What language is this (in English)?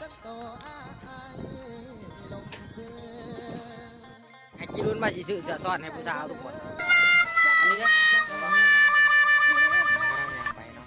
Lao